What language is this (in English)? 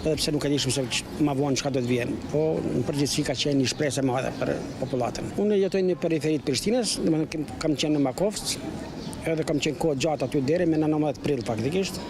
Albanian